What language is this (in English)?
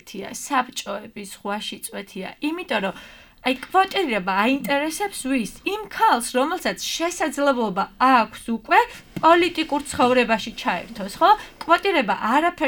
Georgian